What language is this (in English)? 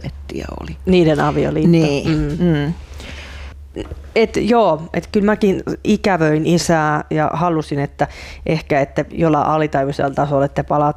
Finnish